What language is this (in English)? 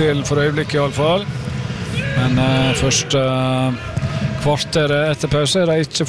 Norwegian